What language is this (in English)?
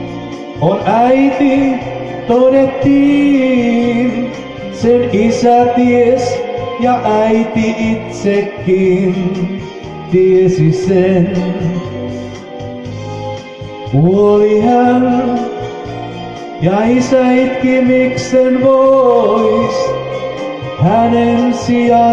Finnish